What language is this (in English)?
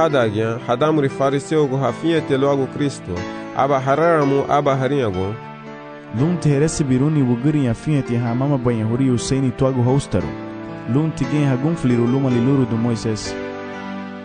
Garifuna